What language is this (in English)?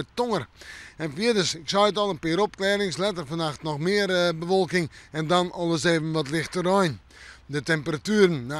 Western Frisian